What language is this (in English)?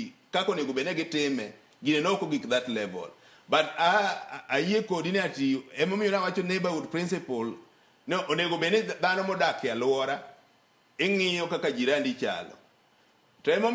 Luo (Kenya and Tanzania)